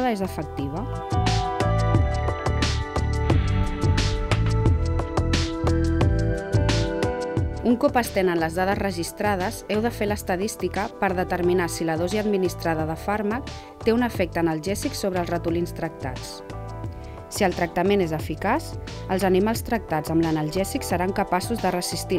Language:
Catalan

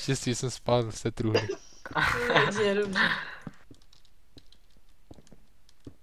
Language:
Czech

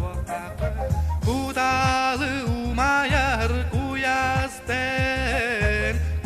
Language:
Yakut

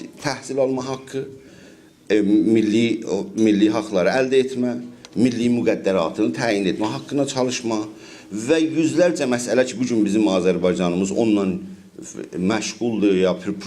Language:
South Azerbaijani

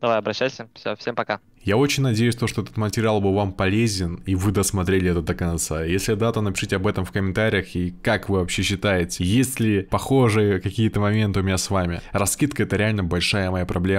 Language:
Russian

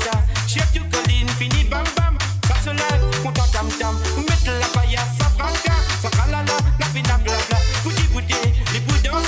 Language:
Morisyen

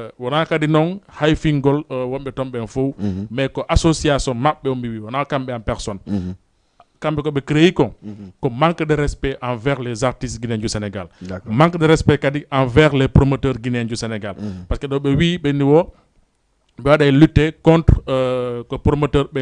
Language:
Fula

